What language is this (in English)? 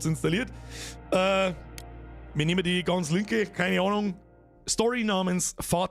Bavarian